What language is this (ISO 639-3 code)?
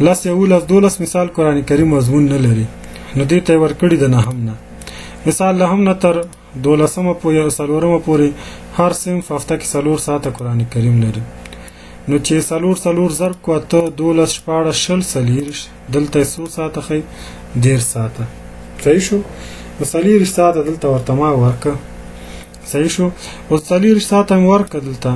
pus